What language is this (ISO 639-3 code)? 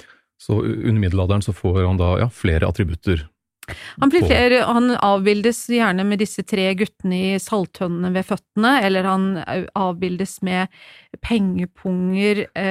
nor